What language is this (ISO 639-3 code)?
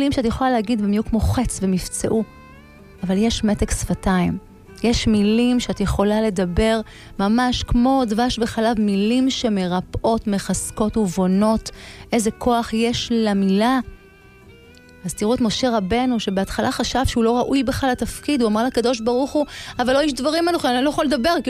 heb